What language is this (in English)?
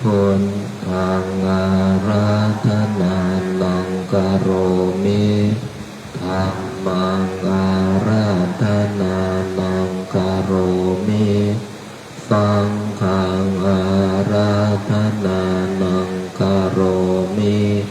Pali